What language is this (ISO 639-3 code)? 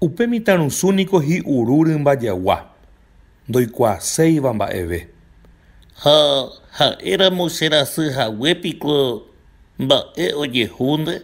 grn